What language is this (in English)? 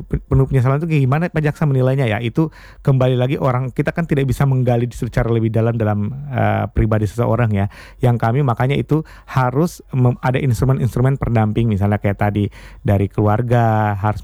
Indonesian